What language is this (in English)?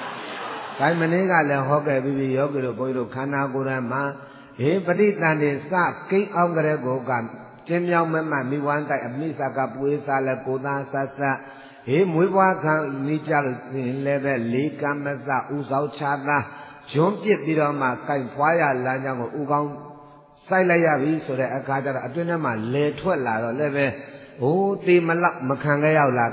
Burmese